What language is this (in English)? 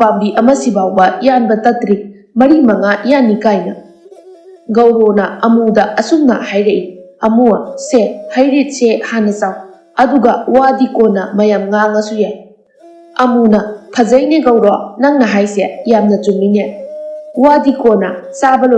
Manipuri